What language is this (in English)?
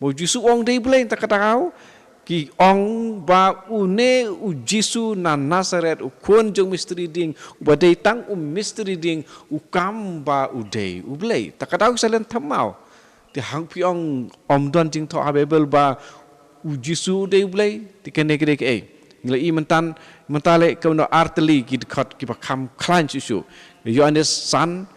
Khasi